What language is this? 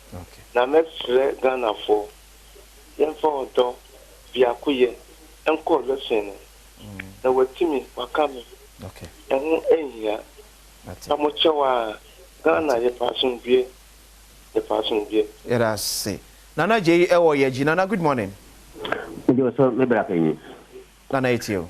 Akan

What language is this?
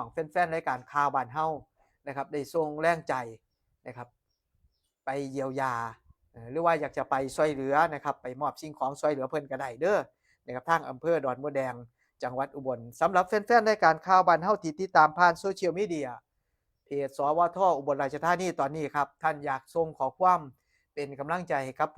Northeastern Thai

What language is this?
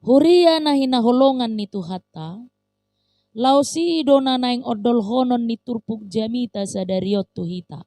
Batak Toba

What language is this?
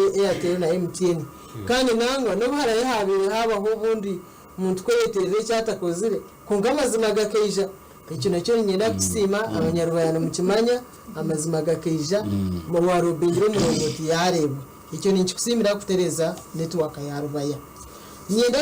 Nyankole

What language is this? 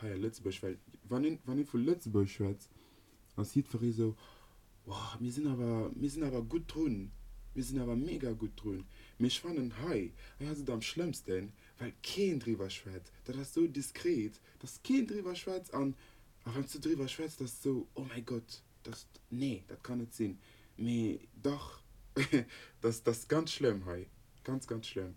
Luxembourgish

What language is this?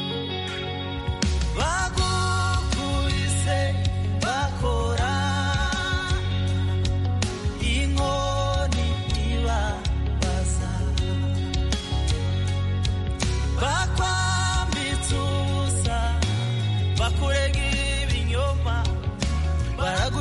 Kinyarwanda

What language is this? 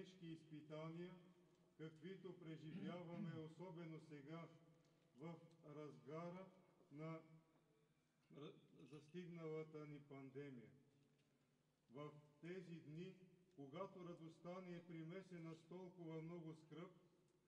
Bulgarian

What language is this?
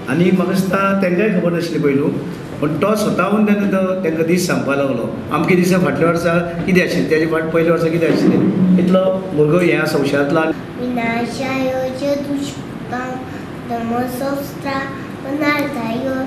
Konkani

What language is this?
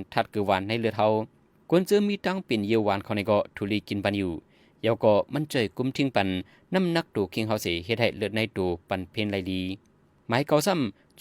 Shan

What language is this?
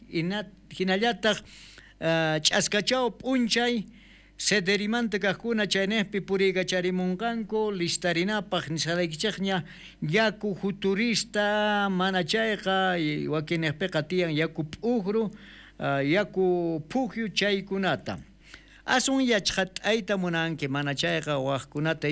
South Bolivian Quechua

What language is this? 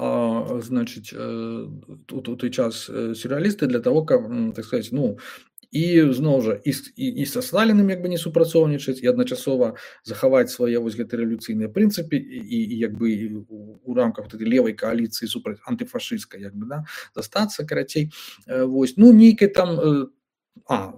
Belarusian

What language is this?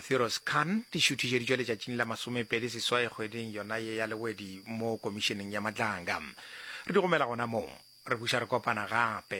Northern Sotho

